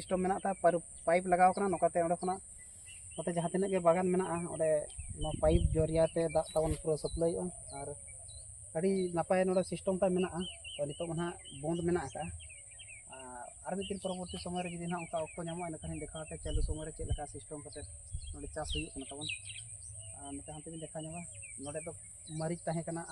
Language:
Santali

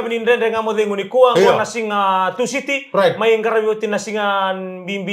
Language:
Fijian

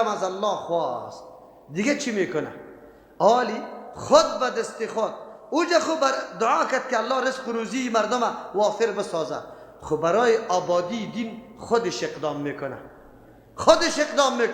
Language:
Persian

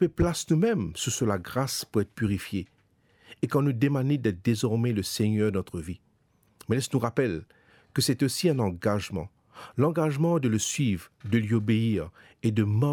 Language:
Morisyen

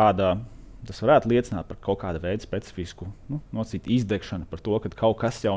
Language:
Latvian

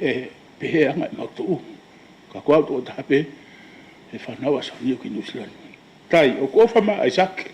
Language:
Tongan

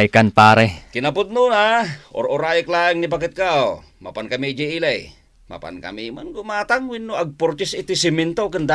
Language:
Iloko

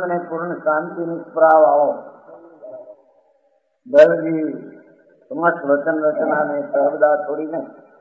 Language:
Gujarati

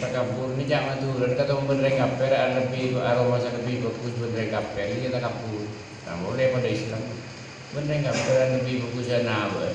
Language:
Madurese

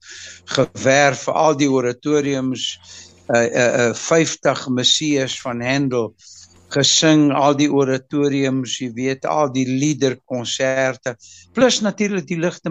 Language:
Afrikaans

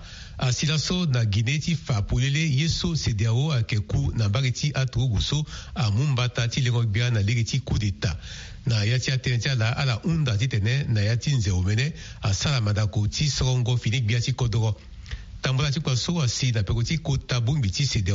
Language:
Sango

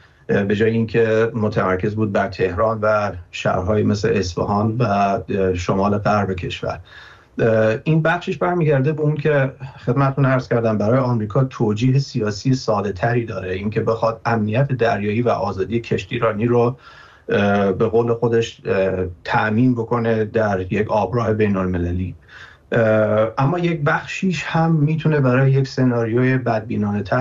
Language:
Persian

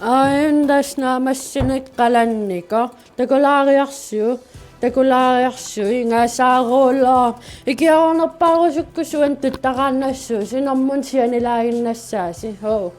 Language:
Kalaallisut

